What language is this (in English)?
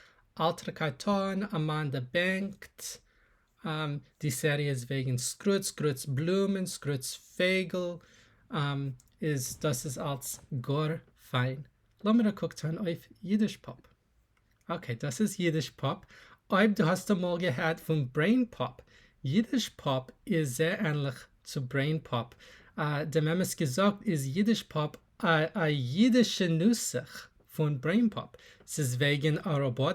Yiddish